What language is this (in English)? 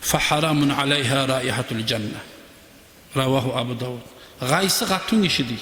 Kumyk